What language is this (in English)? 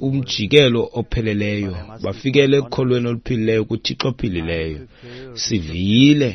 Xhosa